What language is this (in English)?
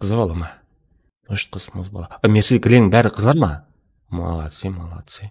Kara-Kalpak